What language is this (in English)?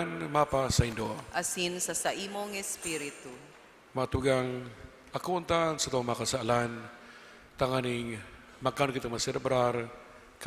Bikol